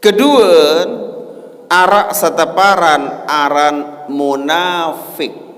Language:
Sasak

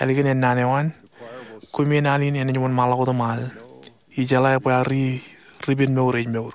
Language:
Marshallese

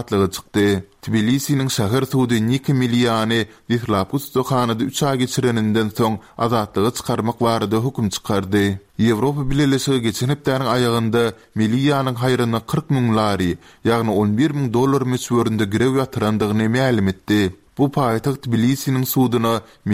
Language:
Turkmen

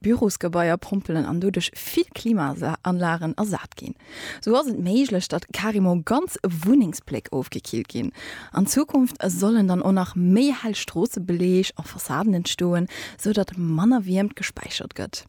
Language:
Luxembourgish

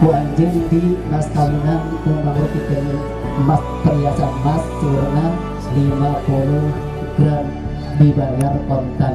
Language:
Sundanese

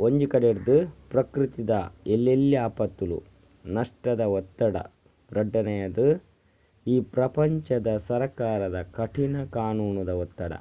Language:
Tulu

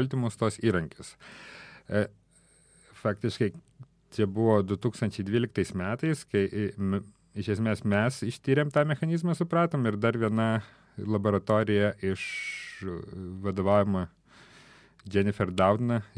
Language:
Lithuanian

